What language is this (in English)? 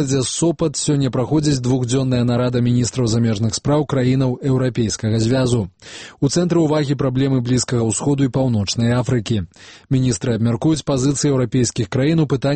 Belarusian